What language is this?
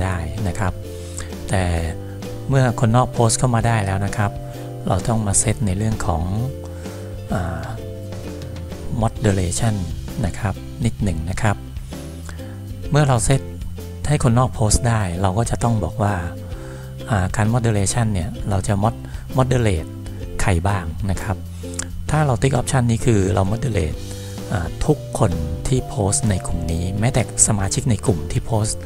Thai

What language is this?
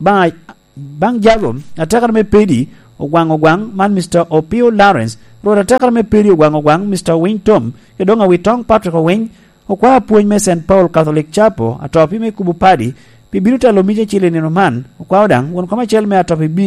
Lango (Uganda)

